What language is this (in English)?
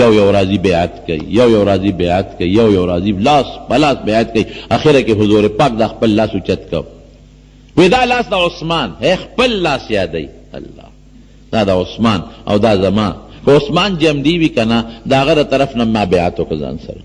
Pashto